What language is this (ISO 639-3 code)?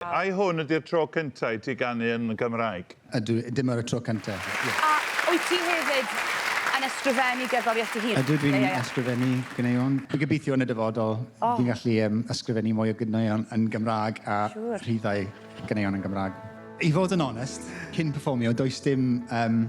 cym